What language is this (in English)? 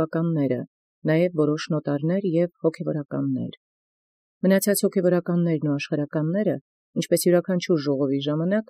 Armenian